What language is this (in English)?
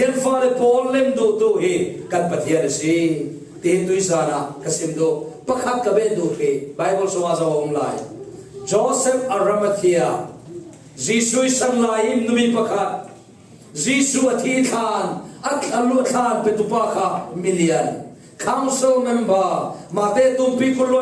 Falam Chin